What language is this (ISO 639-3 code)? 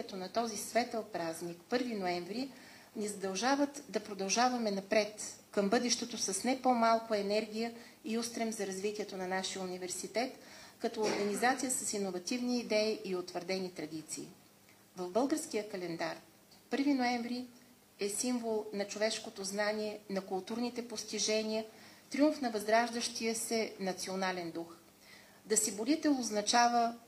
bul